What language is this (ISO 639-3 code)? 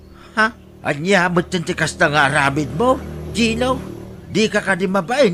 ilo